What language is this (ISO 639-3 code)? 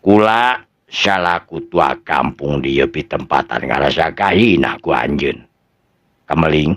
sun